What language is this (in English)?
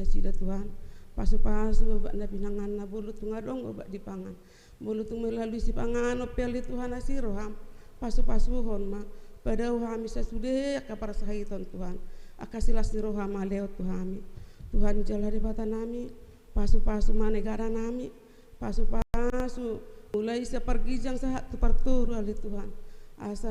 Batak Toba